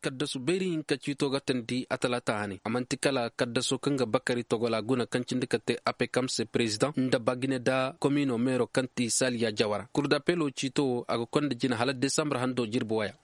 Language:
Koyraboro Senni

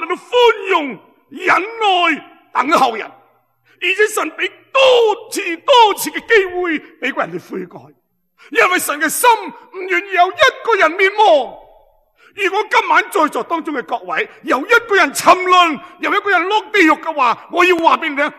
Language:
Cantonese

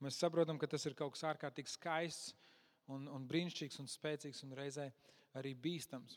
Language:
Latvian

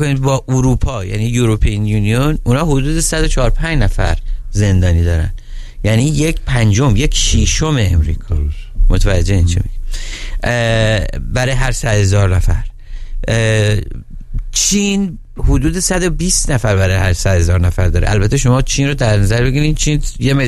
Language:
Persian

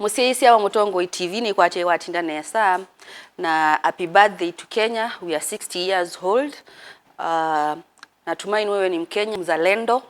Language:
Kamba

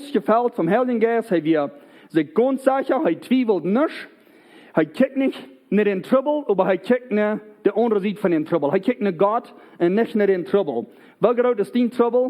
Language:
Plautdietsch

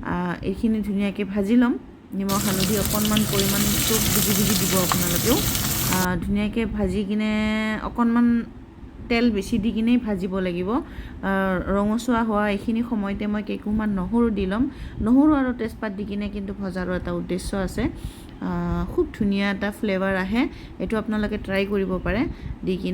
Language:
Assamese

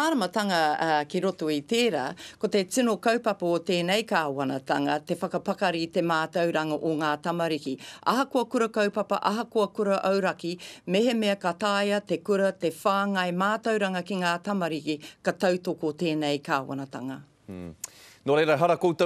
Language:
Māori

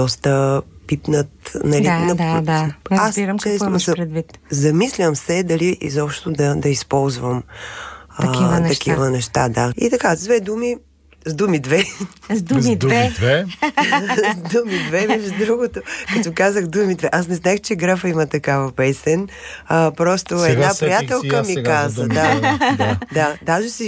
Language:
Bulgarian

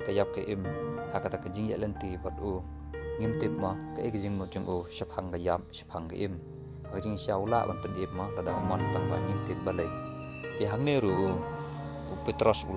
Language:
Khasi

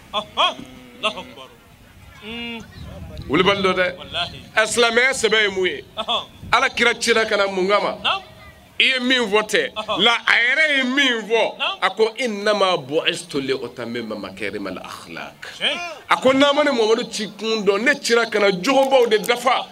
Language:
Bambara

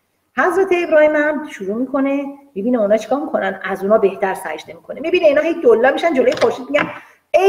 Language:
Persian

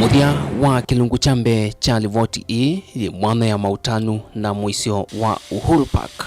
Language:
Kamba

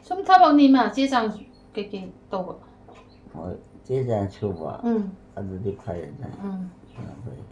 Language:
Manipuri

